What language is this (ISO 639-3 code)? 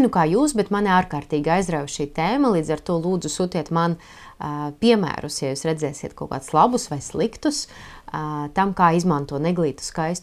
lav